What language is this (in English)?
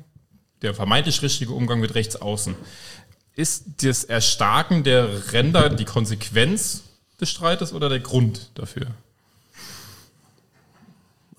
German